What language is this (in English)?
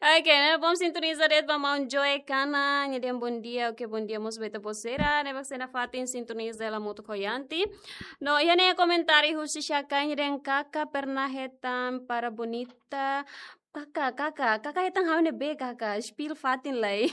Tetum